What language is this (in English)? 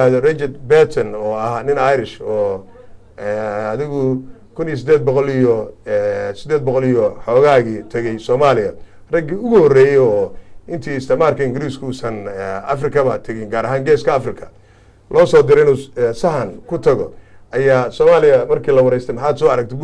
Somali